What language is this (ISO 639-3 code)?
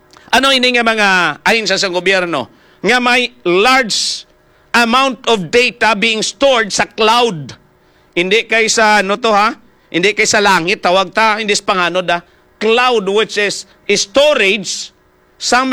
hil